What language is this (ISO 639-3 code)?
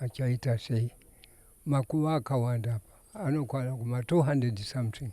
sna